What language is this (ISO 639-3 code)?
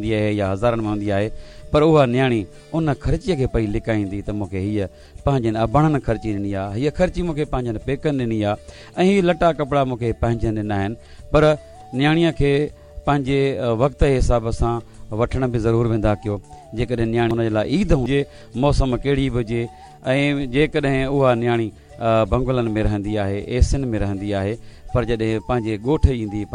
snd